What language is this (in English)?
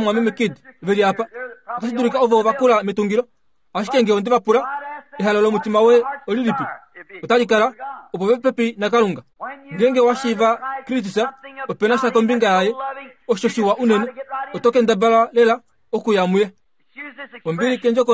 Kuanyama